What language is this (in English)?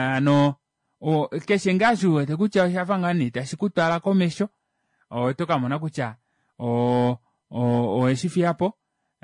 Kuanyama